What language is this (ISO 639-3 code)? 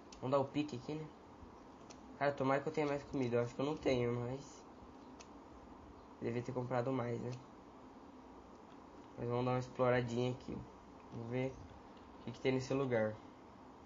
por